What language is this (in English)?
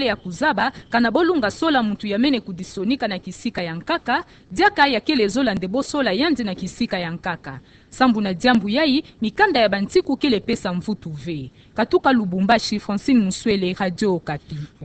Kituba (Democratic Republic of Congo)